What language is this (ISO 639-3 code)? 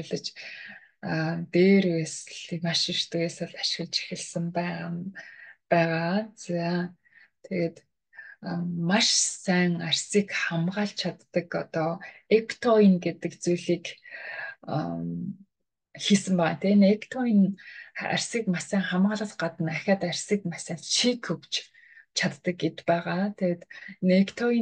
mon